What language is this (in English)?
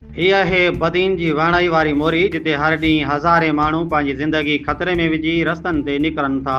Sindhi